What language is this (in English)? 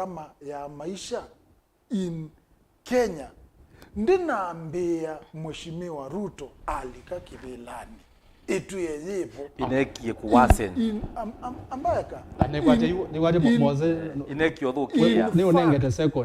Kamba